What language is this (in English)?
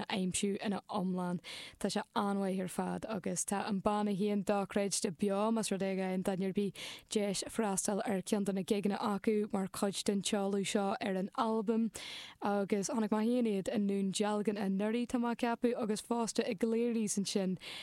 Irish